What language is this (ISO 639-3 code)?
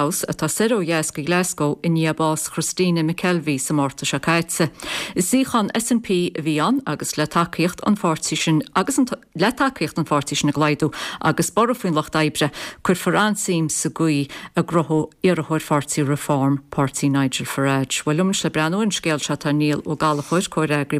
gle